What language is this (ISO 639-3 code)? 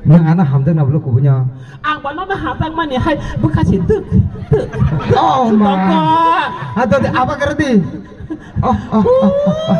trp